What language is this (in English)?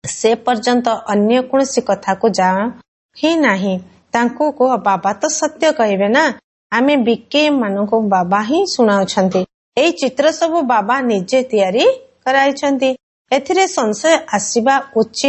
Odia